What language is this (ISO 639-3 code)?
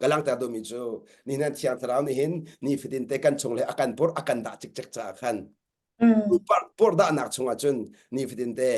cnh